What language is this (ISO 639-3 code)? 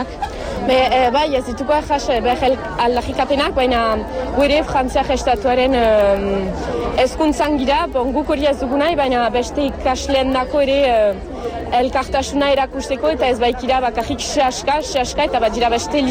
eus